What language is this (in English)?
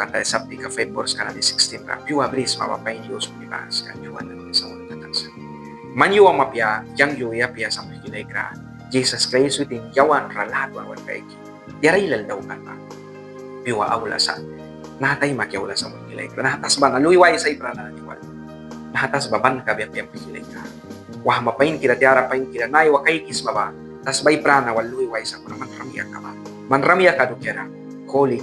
Mískito